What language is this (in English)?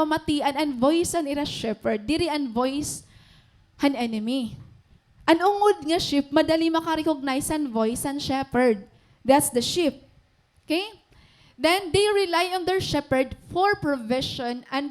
Waray